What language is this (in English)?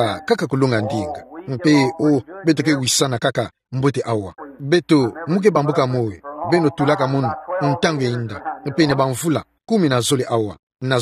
Kituba (Democratic Republic of Congo)